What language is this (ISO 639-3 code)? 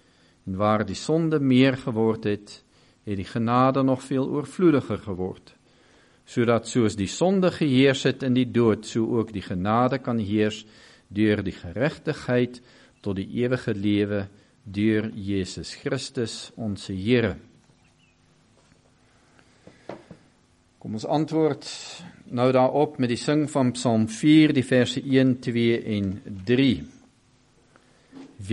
afr